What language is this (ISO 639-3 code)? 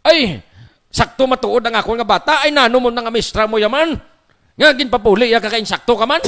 hil